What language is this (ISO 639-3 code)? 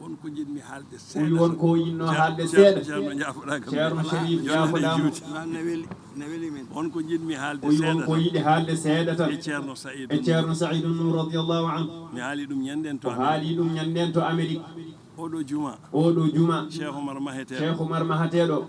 ful